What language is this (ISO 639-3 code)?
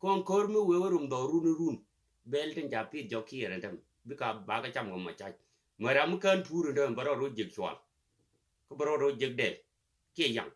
nus